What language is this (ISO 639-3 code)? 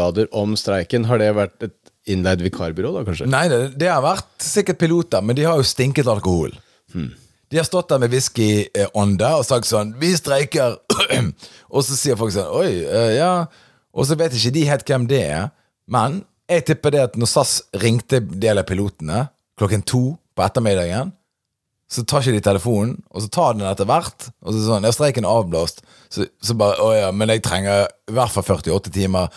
nor